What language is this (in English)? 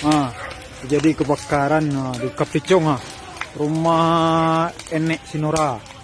Minangkabau